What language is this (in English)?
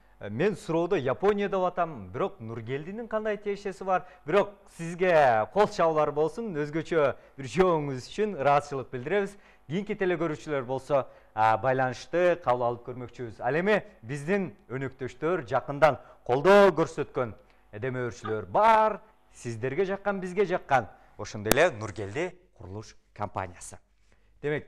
Kyrgyz